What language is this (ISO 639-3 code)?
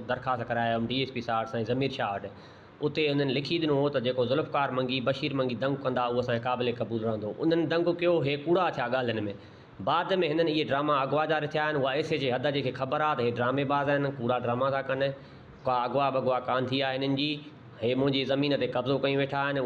snd